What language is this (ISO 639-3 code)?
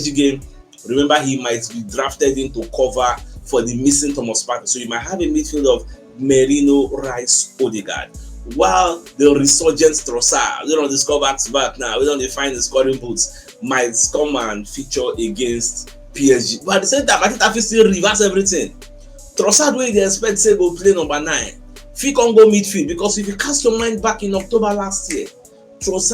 pcm